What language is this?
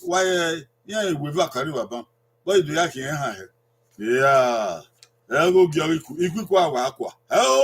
Bini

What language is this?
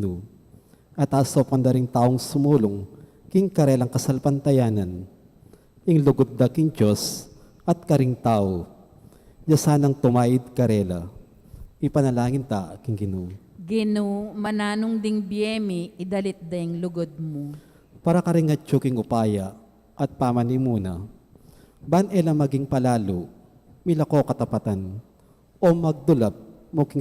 Pampanga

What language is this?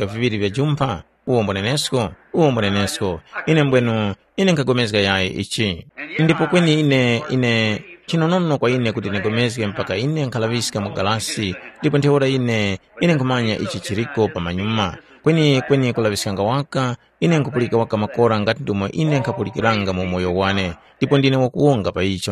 Tumbuka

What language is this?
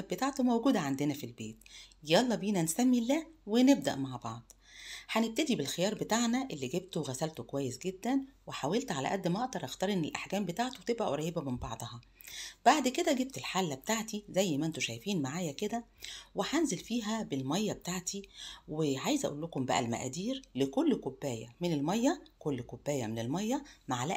Egyptian Arabic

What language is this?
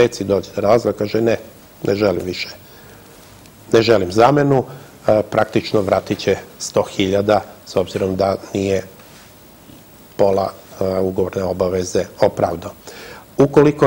Serbian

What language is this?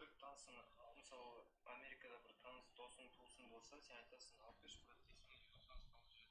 Kara-Kalpak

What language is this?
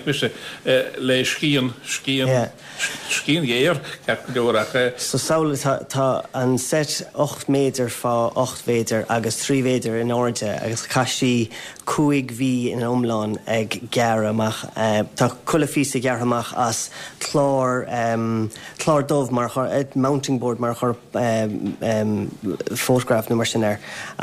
Irish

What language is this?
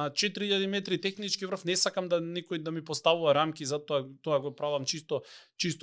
Macedonian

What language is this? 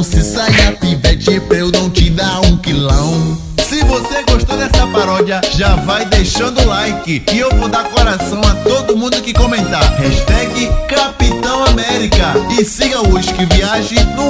Portuguese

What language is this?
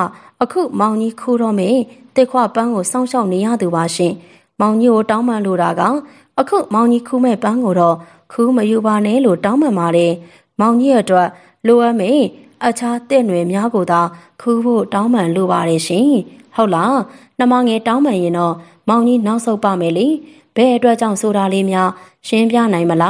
Burmese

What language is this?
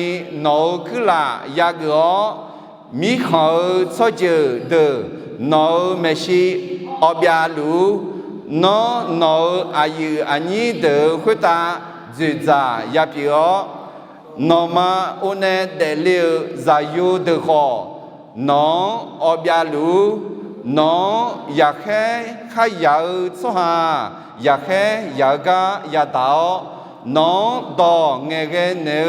Akha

